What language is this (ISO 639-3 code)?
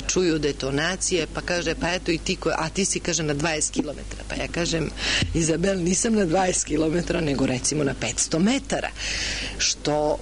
srp